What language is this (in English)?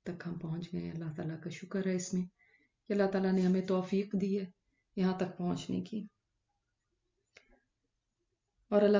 Urdu